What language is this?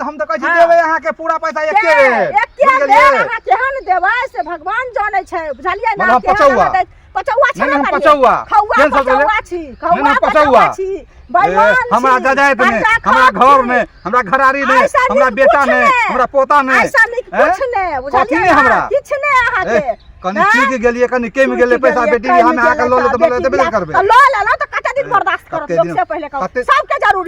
Maithili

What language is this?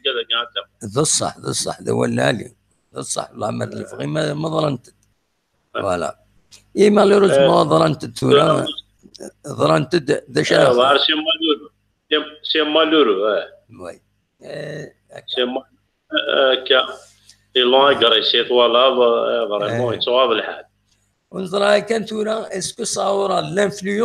Kabyle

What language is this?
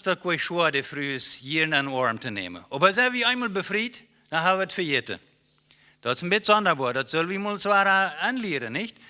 Plautdietsch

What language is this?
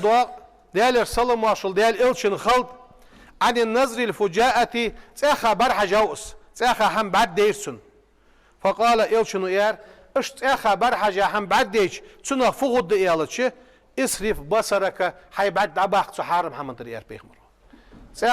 Ingush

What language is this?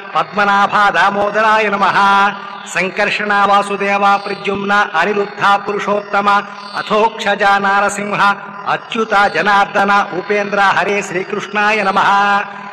Telugu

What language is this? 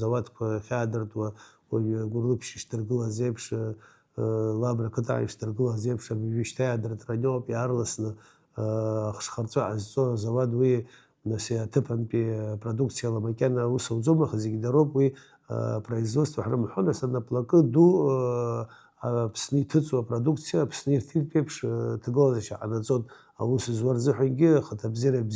Abkhazian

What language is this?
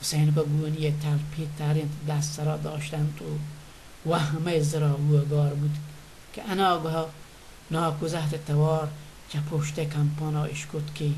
Baluchi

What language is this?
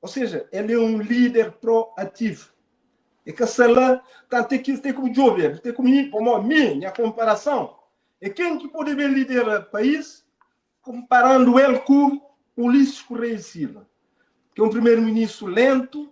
Kabuverdianu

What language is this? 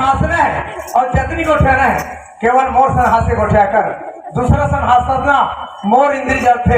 Chhattisgarhi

